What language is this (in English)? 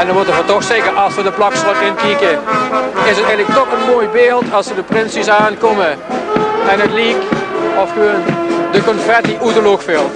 Limburgish